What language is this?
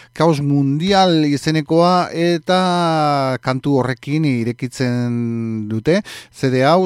Basque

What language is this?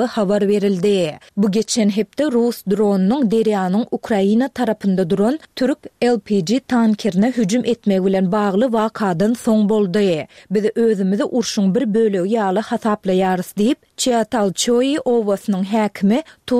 Turkmen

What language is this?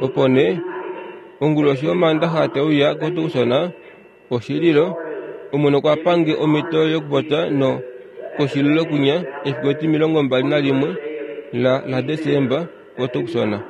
Kuanyama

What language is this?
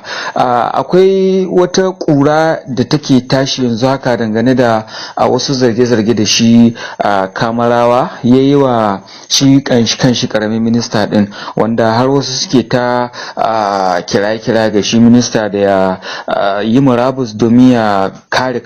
Hausa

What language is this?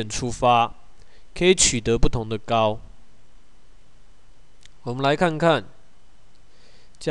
Chinese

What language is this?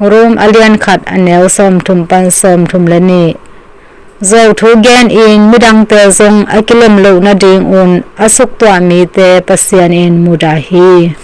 Tedim Chin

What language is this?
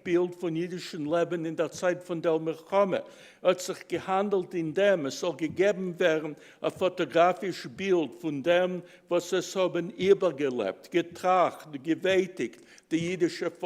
Yiddish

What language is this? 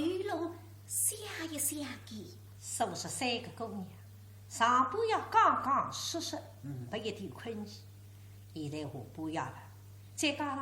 Wu Chinese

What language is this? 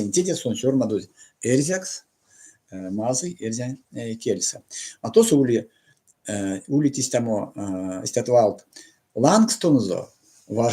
Erzya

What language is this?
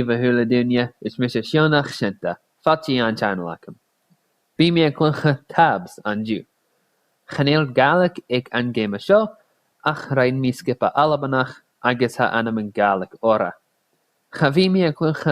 Scottish Gaelic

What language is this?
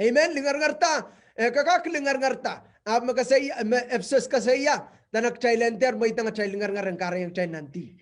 Pohnpeian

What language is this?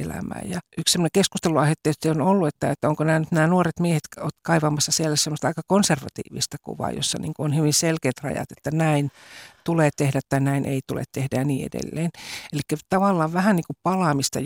Finnish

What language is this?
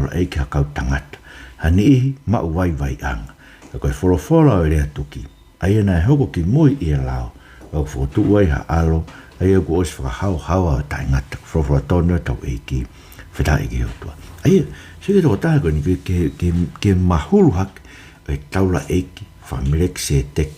Tongan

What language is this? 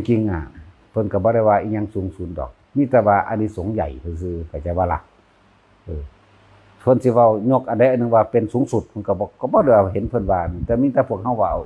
Northeastern Thai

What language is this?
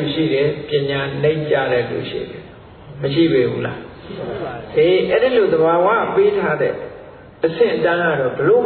Burmese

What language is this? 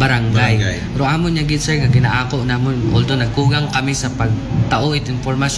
Aklanon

